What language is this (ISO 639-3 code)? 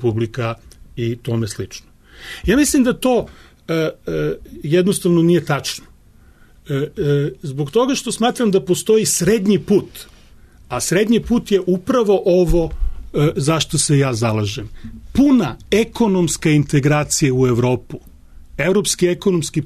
srp